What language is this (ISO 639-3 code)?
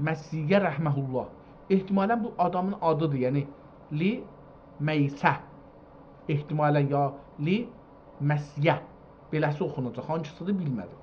azb